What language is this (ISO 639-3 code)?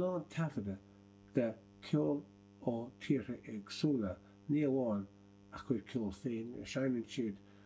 gle